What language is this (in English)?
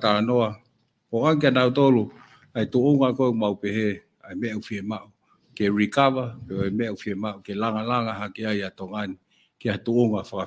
Tongan